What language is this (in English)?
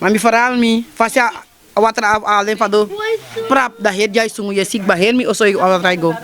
Sranan Tongo